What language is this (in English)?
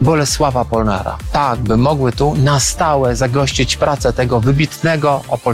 Polish